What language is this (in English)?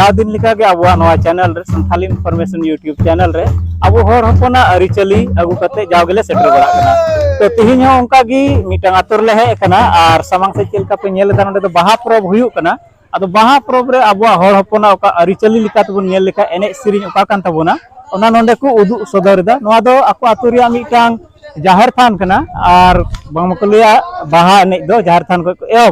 Santali